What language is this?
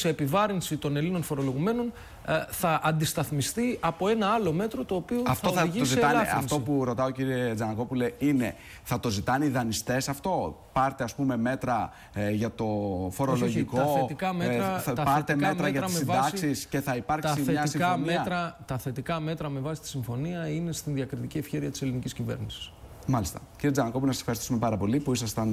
Greek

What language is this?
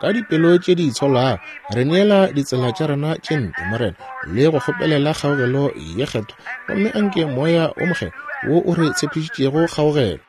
Northern Sotho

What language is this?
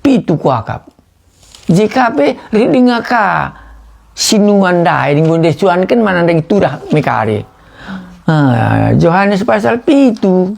Batak Karo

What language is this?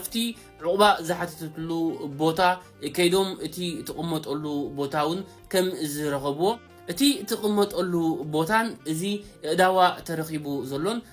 Tigrinya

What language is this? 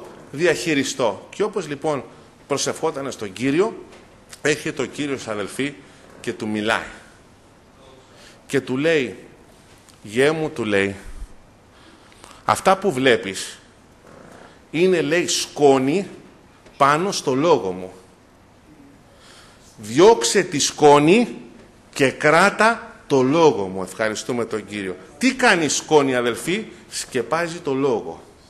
Greek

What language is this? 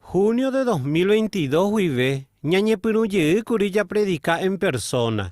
Guarani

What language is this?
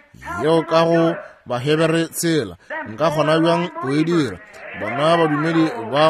Northern Sotho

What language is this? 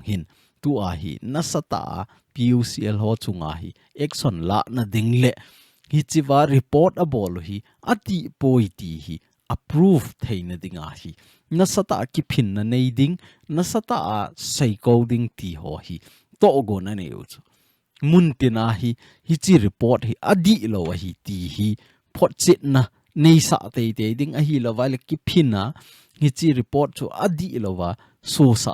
Thado Chin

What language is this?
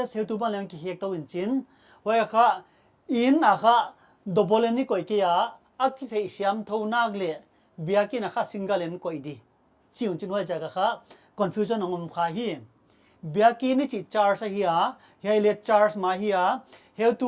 Paite Chin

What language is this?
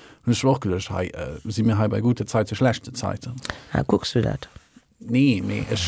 Luxembourgish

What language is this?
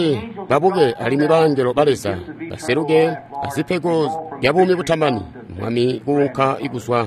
Tonga (Zambia)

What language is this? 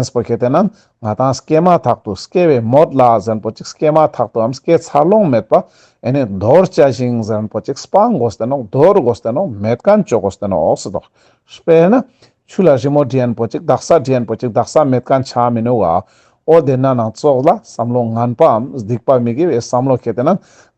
Ladakhi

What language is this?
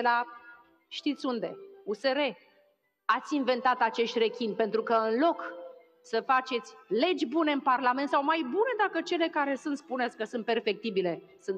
Romanian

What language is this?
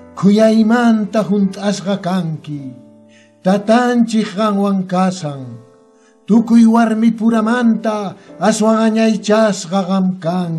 Quechua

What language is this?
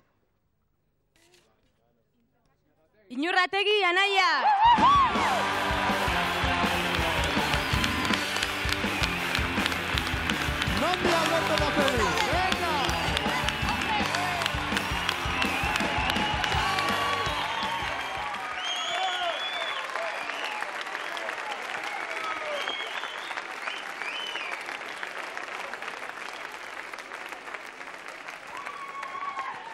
Basque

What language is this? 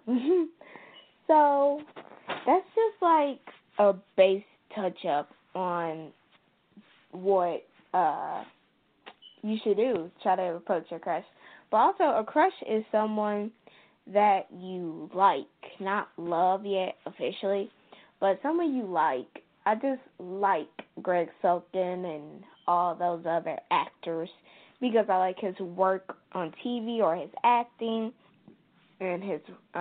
English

